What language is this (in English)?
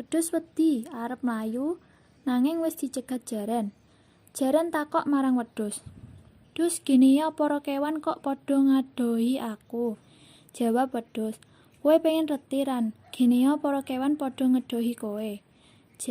Javanese